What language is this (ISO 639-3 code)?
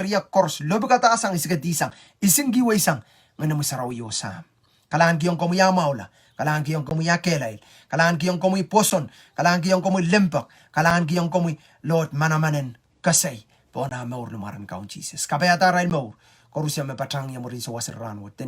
pon